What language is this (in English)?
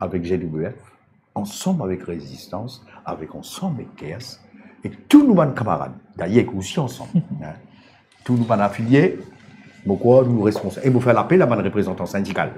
Morisyen